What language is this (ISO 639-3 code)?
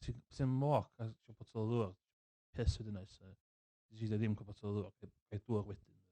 cym